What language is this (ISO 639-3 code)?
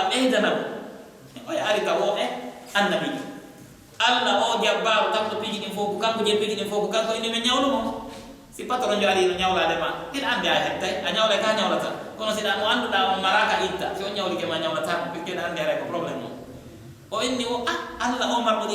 fuf